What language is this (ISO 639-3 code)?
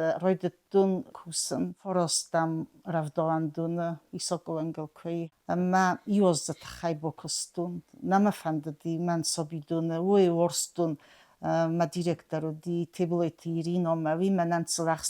oss